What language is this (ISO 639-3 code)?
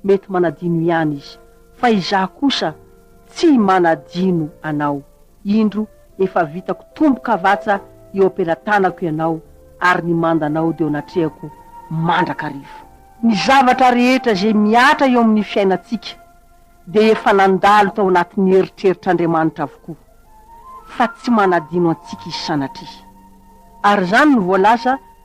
mlg